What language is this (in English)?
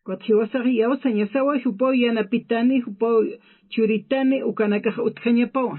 Aymara